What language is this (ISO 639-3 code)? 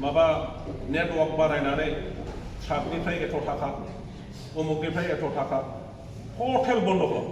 brx